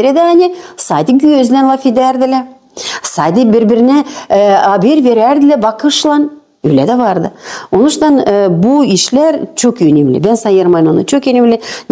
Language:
Gagauz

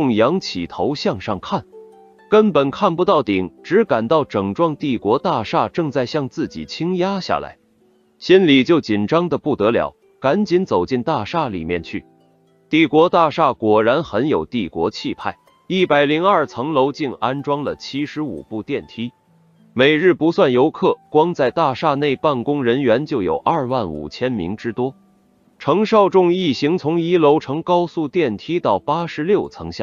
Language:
Chinese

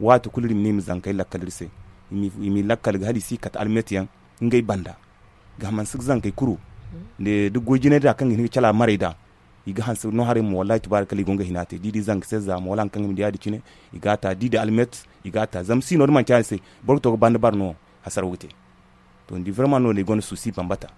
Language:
Zarma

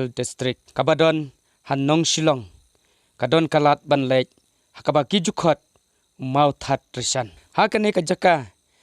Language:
Khasi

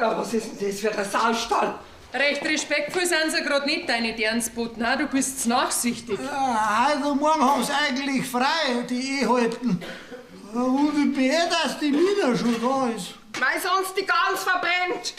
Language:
Bavarian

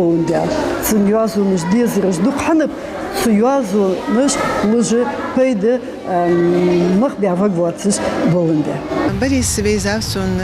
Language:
Ingush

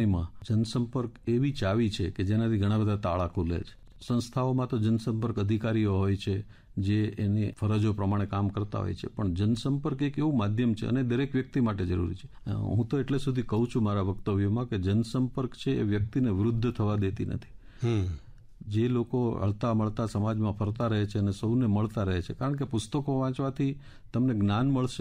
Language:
Gujarati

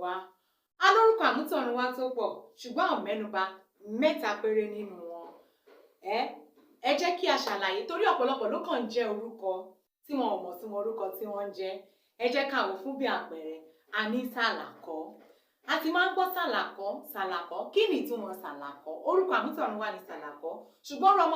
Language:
Yoruba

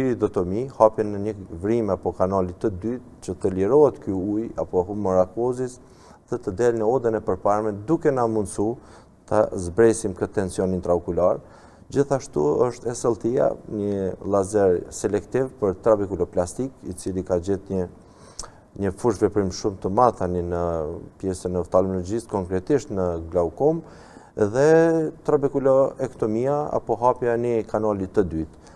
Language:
Albanian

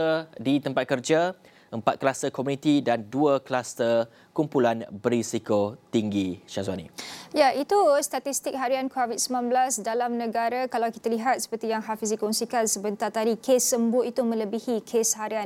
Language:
Malay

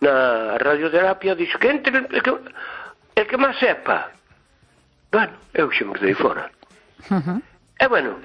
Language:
Galician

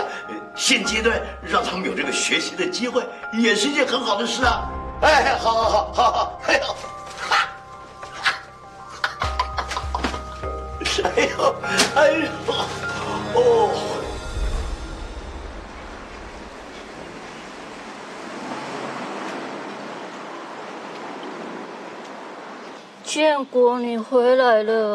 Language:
Chinese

